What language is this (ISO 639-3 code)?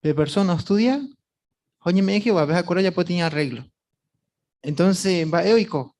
grn